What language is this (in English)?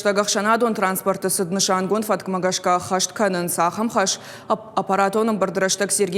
Ossetic